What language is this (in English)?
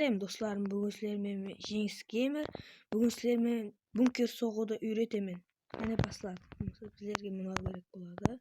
Kara-Kalpak